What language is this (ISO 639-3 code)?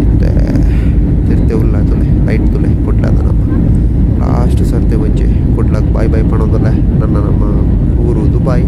tcy